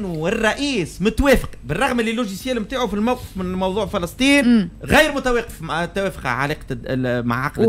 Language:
Tunisian Arabic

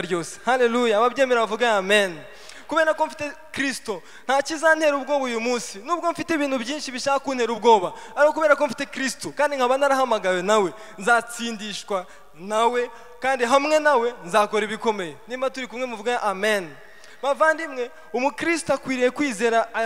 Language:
Kinyarwanda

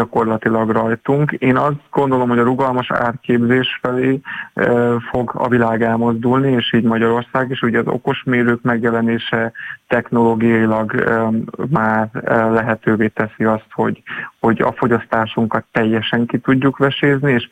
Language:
Hungarian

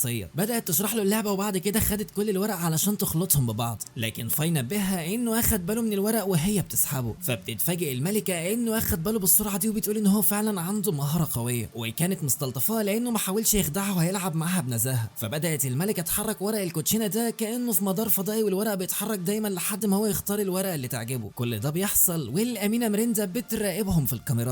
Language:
Egyptian Arabic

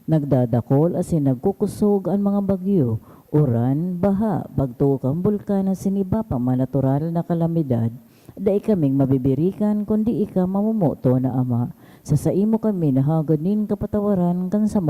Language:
Bikol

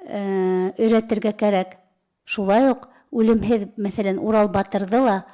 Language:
Bashkir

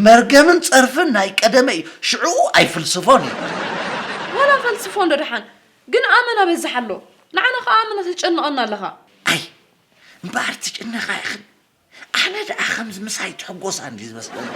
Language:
Tigrinya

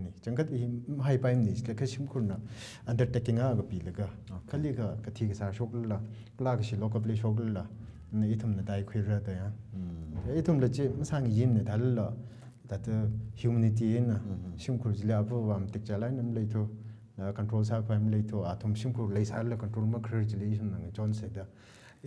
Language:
Tangkhul Naga (India)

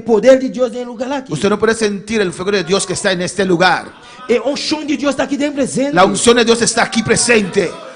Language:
Papiamento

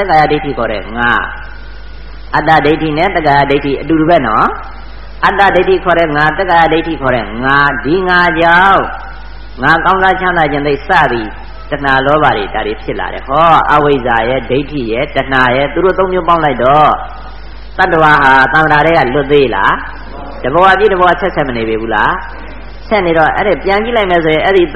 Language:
Burmese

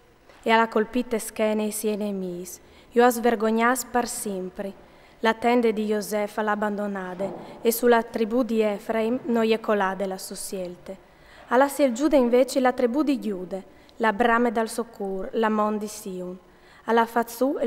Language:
Friulian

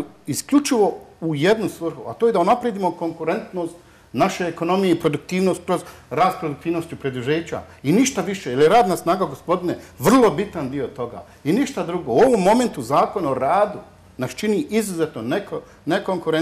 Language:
Bosnian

